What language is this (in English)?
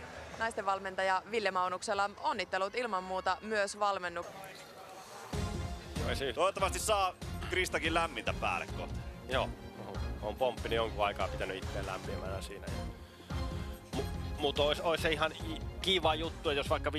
Finnish